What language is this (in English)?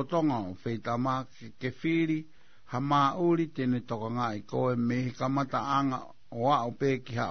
Tongan